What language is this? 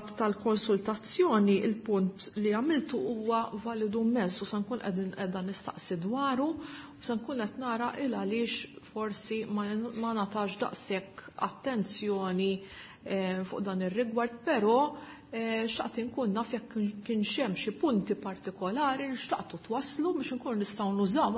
Maltese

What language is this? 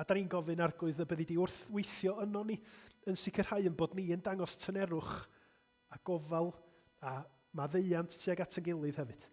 Welsh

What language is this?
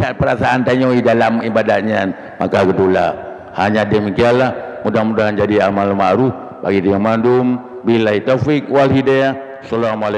Achinese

